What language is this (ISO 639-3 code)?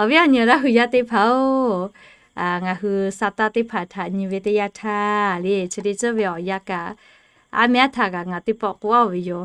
lhu